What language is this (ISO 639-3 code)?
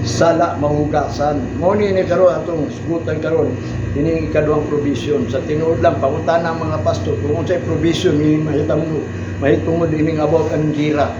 ceb